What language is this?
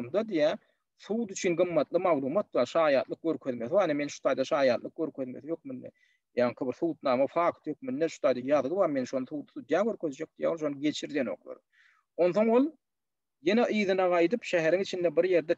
Turkmen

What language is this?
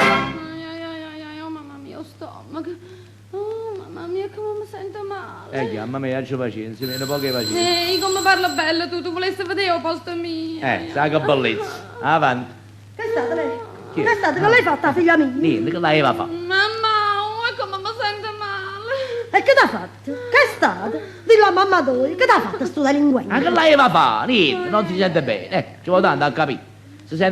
Neapolitan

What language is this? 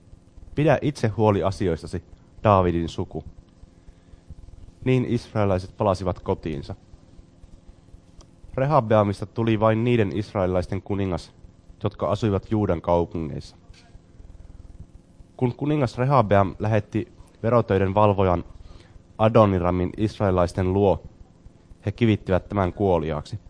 Finnish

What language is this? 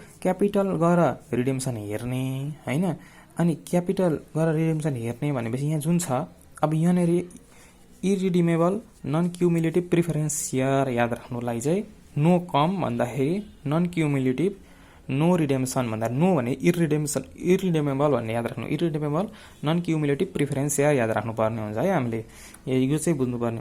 Nepali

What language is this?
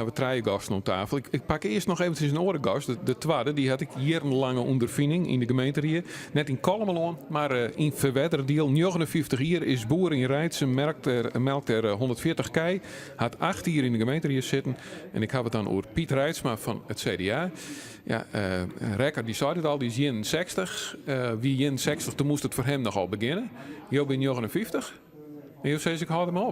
Western Frisian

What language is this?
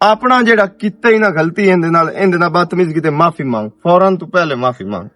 Western Panjabi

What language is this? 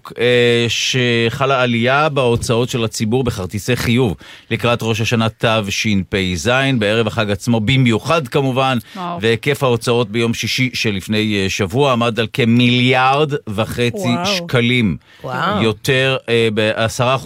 Hebrew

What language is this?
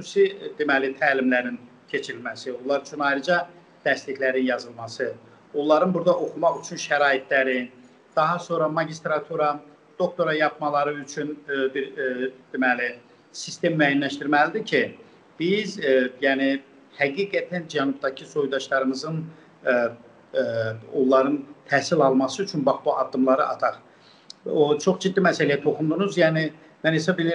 South Azerbaijani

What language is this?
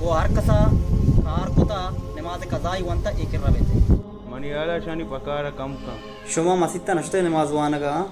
Baluchi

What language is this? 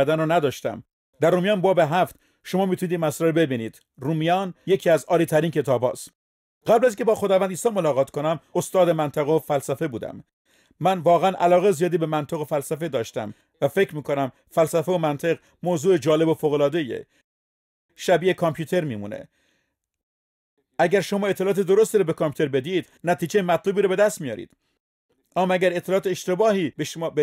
Persian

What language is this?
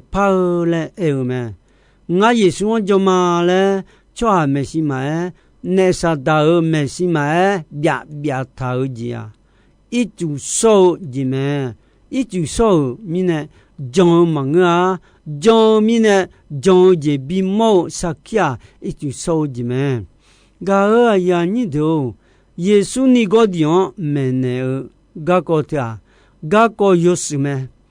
Akha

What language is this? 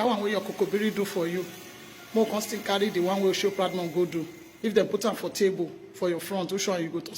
Nigerian Pidgin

